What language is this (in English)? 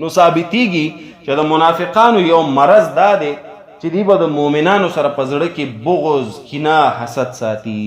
Pashto